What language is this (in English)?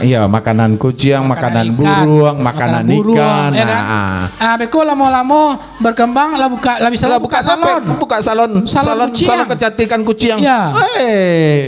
Minangkabau